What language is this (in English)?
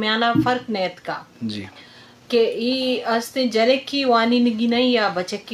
Eastern Balochi